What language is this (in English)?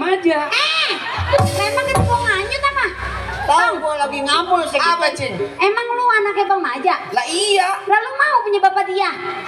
Betawi